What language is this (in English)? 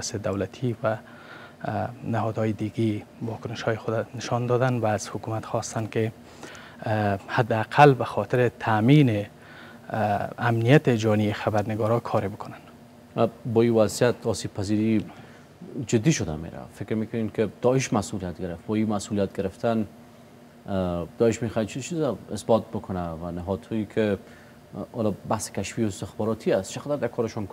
Persian